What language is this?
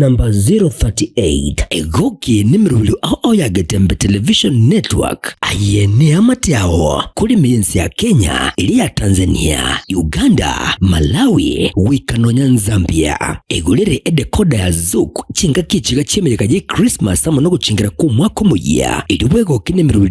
Gusii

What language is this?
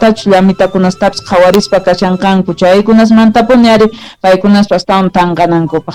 South Bolivian Quechua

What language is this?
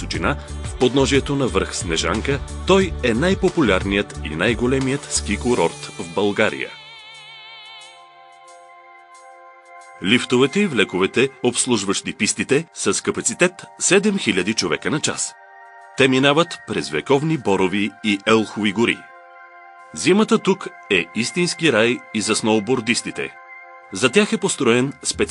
Bulgarian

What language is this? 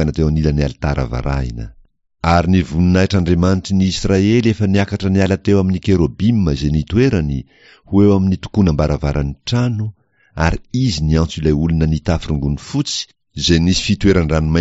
Malagasy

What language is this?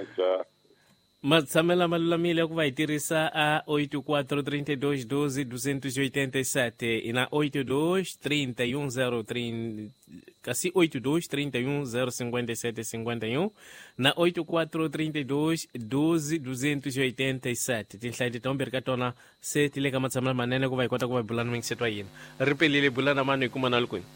Tsonga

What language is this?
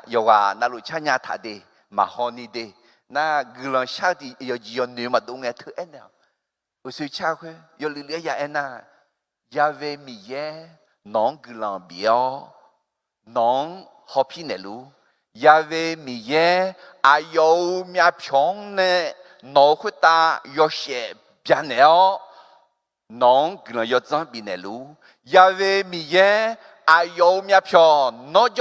Akha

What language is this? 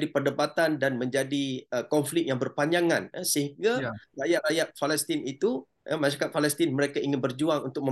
Malay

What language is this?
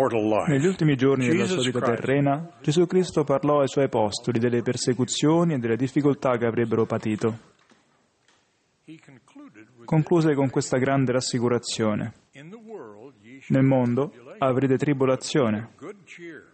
Italian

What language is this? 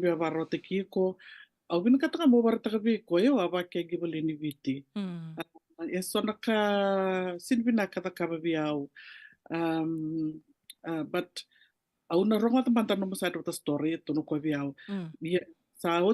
Fijian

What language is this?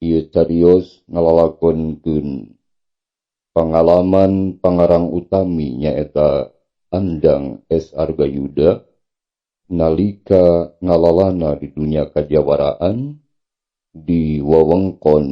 Sundanese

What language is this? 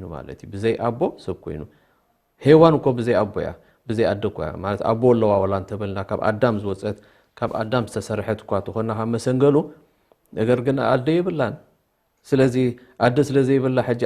Tigrinya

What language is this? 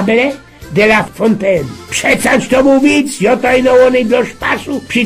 Silesian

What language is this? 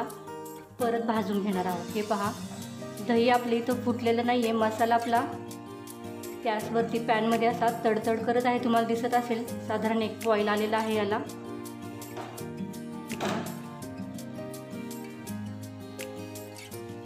Marathi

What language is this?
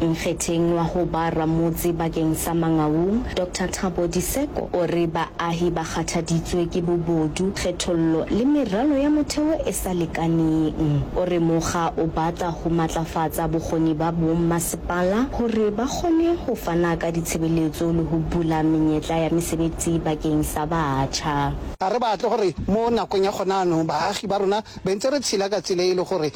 Northern Sotho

